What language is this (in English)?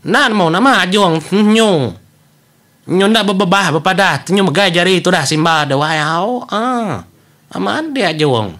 Iban